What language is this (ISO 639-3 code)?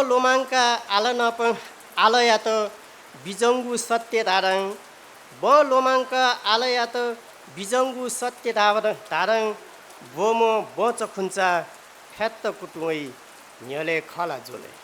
new